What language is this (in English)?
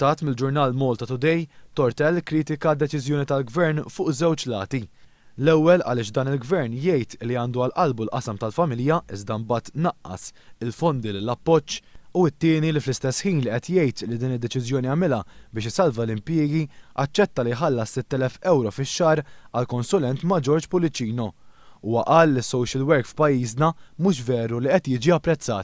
Maltese